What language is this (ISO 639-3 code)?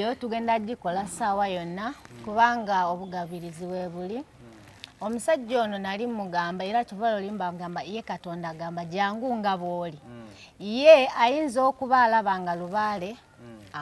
lug